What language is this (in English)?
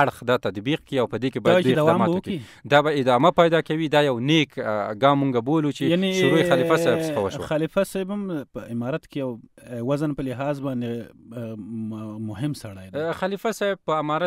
Pashto